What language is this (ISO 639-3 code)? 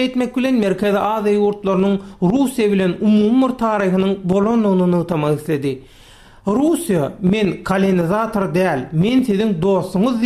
tuk